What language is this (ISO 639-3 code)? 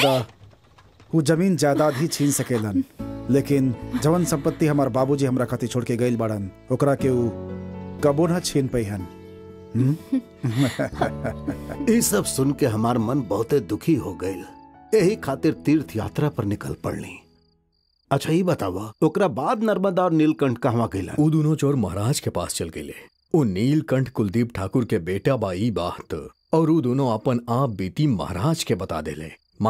bho